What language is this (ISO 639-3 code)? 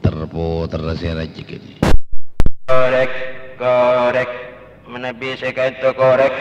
mad